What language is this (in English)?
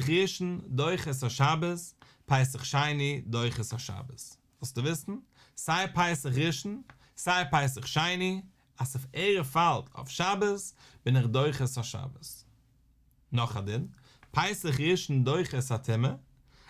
Yiddish